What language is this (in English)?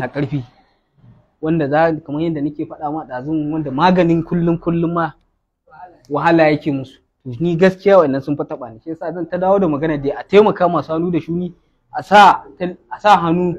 Hausa